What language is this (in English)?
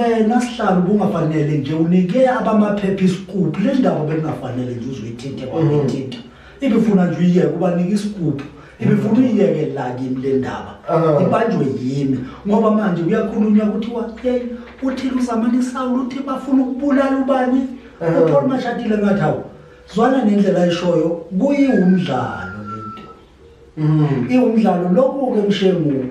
Zulu